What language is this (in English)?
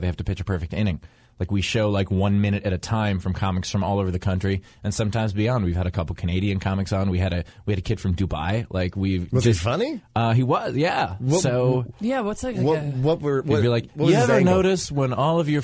English